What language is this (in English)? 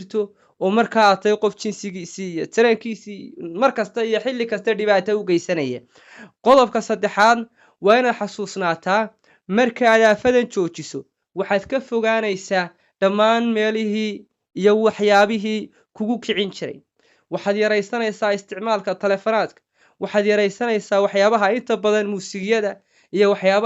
Somali